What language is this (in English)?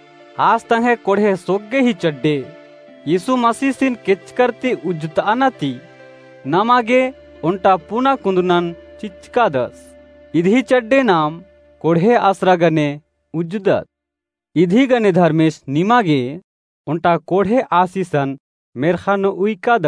Kurukh